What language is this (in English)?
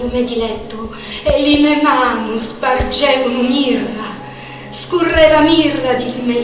Sicilian